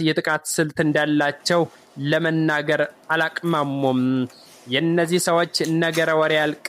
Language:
Amharic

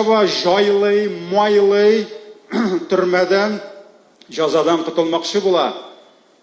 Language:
Tatar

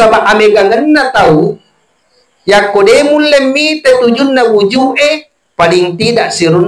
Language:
Buginese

